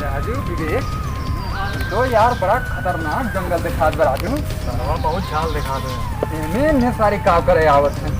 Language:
Awadhi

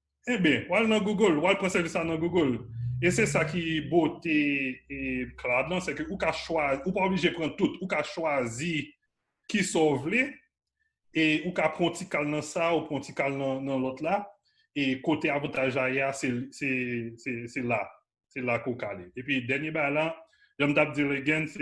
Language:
Haitian Creole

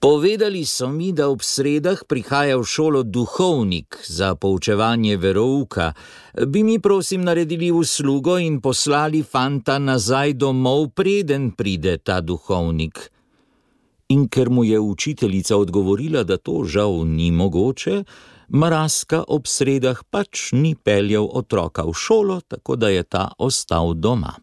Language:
Slovenian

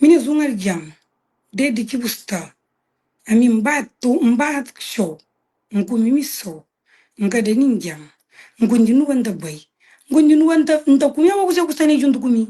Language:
Kabuverdianu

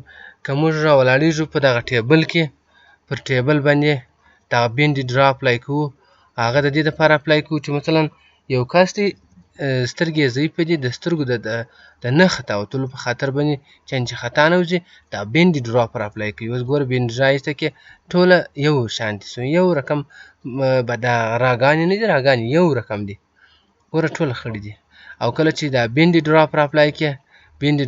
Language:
Pashto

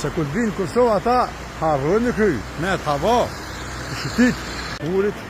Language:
Albanian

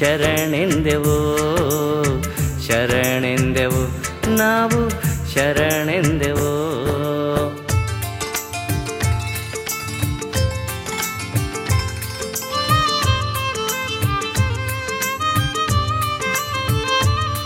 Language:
Kannada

